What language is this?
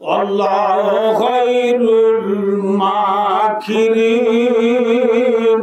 Rohingya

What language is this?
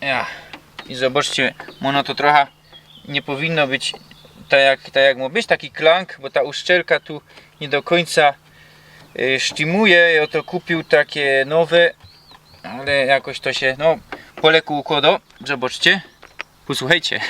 Silesian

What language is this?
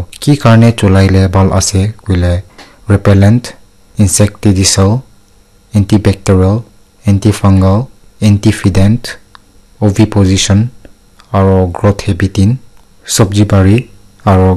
Naga Pidgin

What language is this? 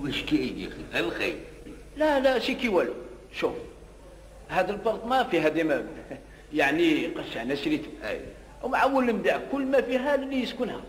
Algerian Arabic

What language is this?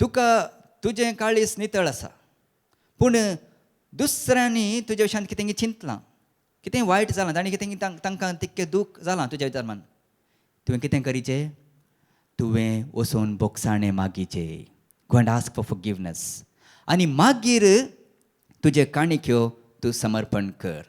Konkani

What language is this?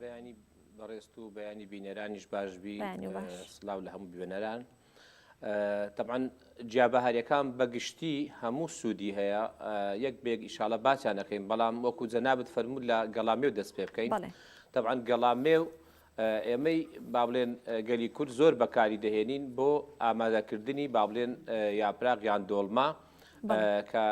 Central Kurdish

